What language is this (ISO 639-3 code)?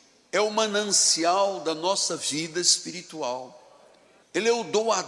por